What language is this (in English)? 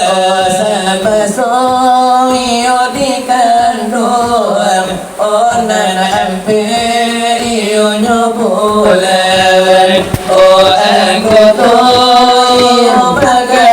Minangkabau